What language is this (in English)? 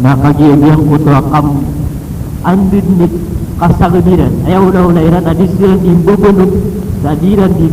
Maranao